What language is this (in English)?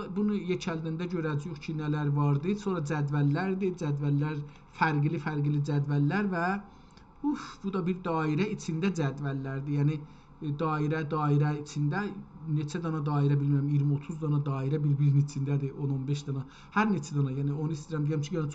South Azerbaijani